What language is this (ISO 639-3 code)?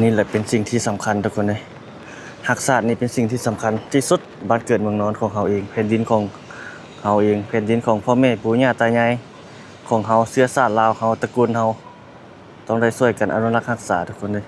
lao